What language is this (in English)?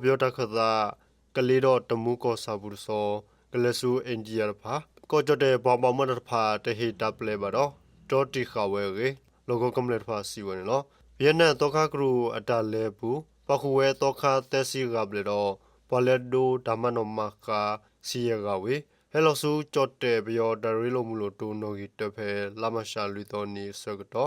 S'gaw Karen